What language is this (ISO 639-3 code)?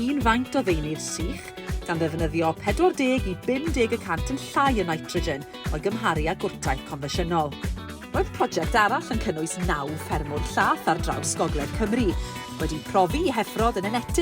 cym